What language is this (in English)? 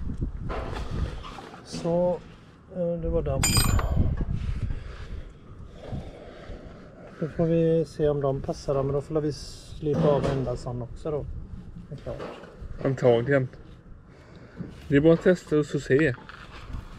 Swedish